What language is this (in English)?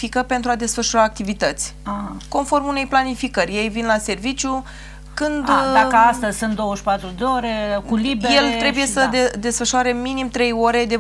Romanian